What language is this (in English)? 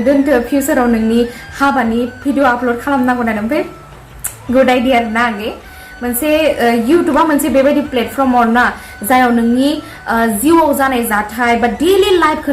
Bodo